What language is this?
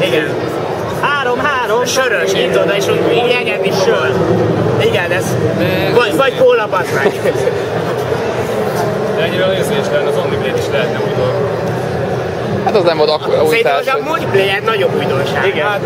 Hungarian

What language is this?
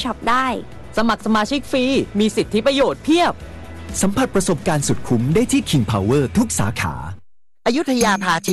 Thai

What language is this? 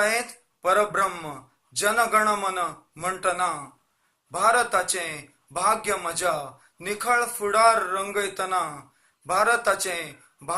Konkani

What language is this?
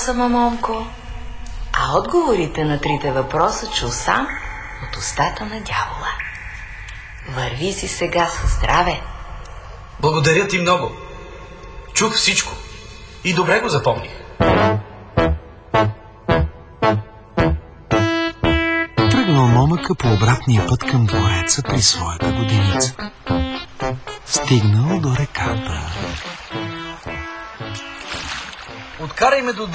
Bulgarian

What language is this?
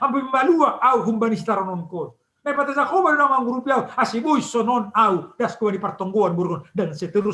Batak Simalungun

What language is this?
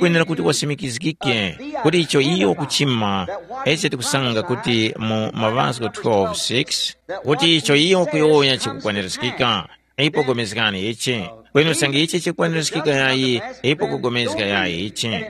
Tumbuka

